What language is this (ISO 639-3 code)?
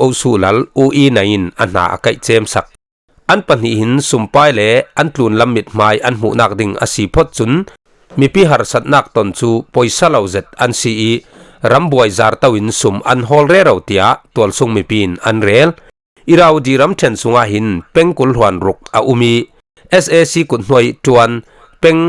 cfm